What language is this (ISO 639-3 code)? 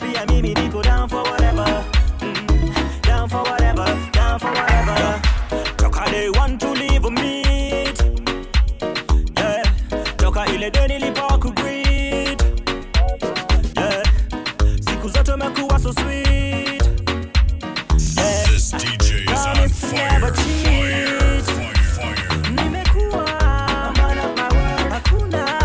swa